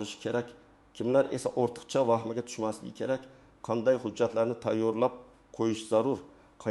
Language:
Uzbek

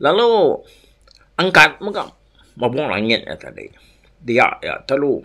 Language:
Iban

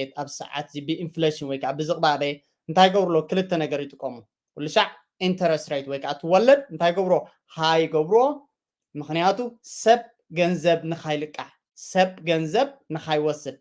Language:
Tigrinya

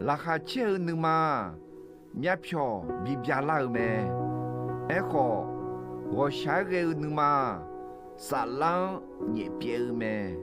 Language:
Akha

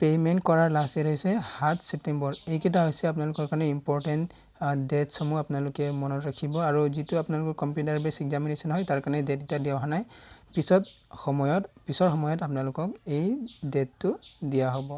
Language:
Assamese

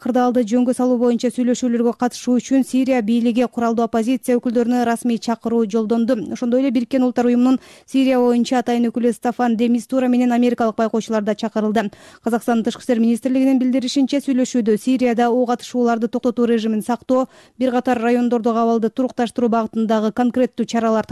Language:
Kyrgyz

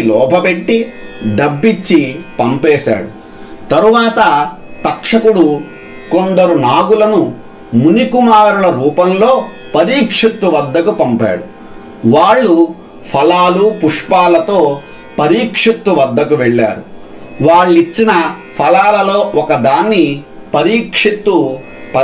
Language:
Telugu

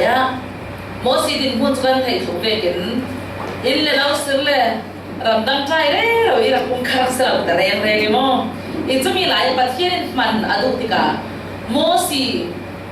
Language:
Falam Chin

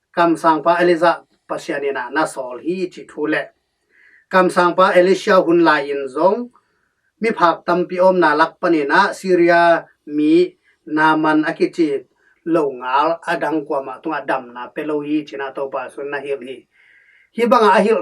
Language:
Tedim Chin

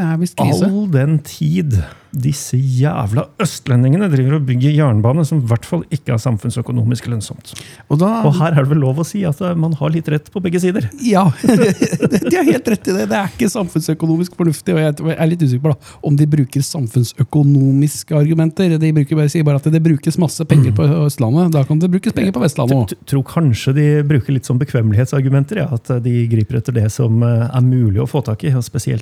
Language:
Norwegian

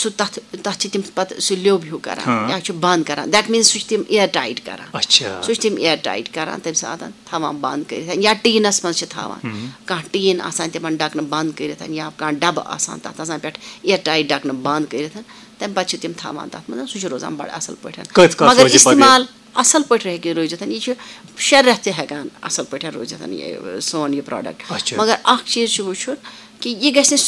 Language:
Kashmiri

